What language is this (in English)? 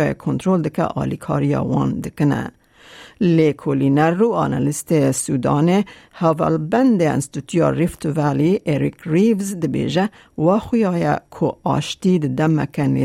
Kurdish